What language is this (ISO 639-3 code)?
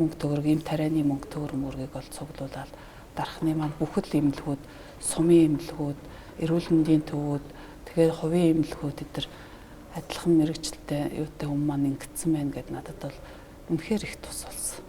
mon